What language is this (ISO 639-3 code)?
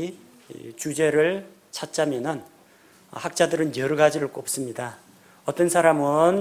kor